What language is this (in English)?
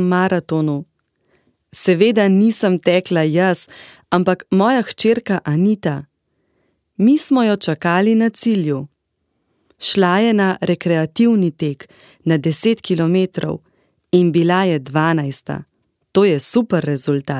Slovenian